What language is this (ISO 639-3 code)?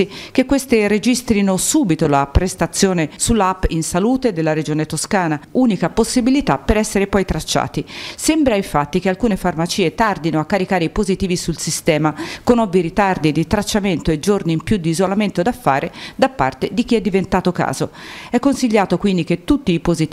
ita